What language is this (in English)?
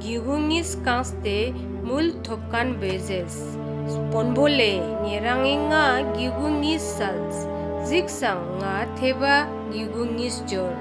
Ladakhi